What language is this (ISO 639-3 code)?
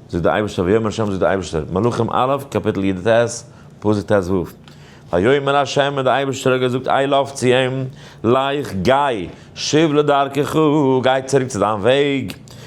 yid